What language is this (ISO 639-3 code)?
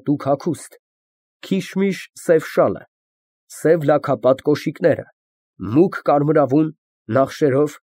hye